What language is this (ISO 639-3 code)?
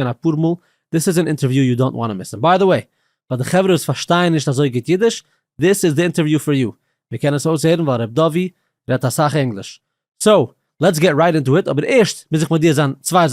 yid